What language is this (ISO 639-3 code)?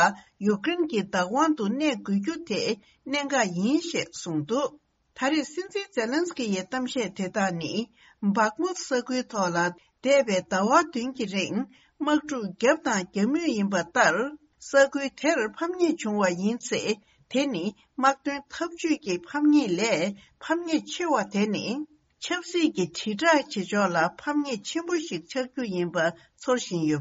bod